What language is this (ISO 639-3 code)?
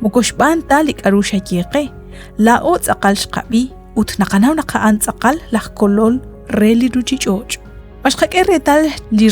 kek